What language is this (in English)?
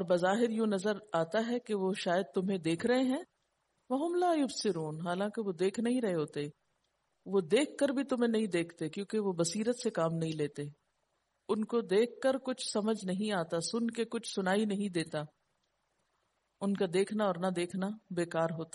Urdu